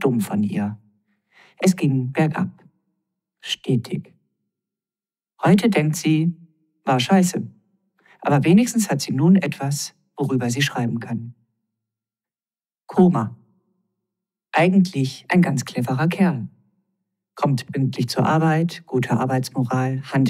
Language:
German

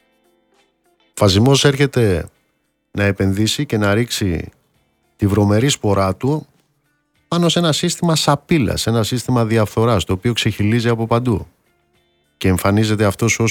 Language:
Greek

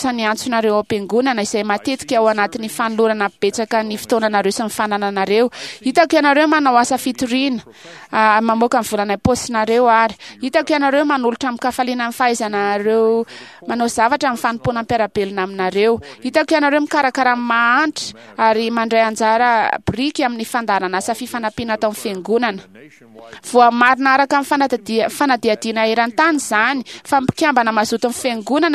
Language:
Malagasy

